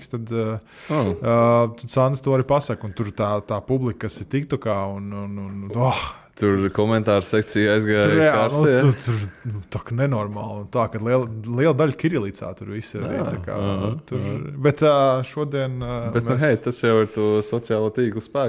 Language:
Latvian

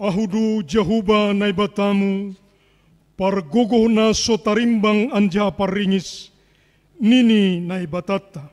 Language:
Batak Simalungun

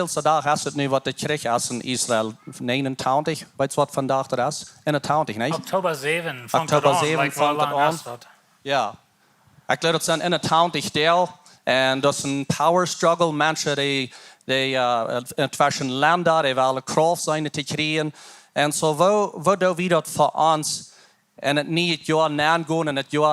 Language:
Plautdietsch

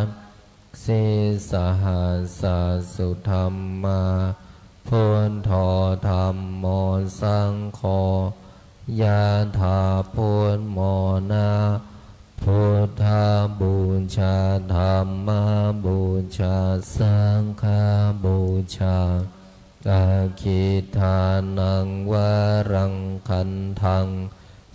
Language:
Pali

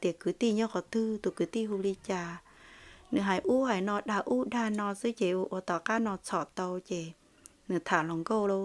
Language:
Hmong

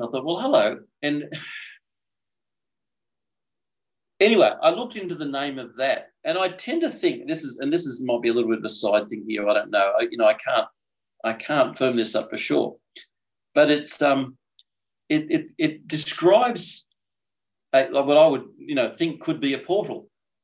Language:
English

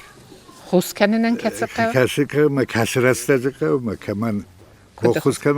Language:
Ossetic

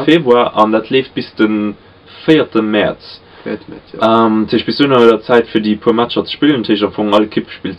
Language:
Luxembourgish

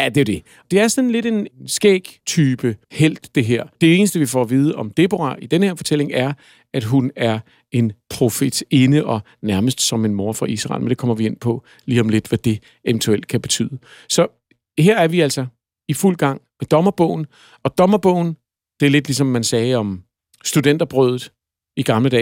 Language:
Danish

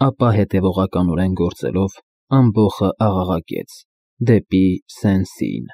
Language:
Armenian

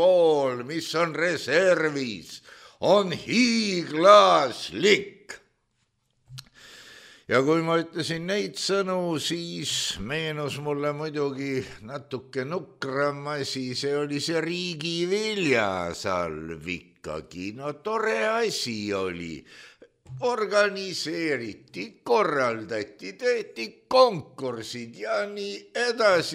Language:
Estonian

